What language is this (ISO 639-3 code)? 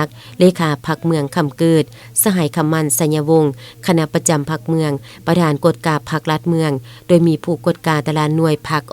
lao